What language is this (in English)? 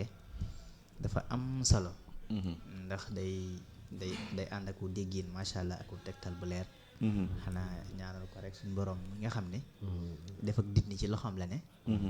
Wolof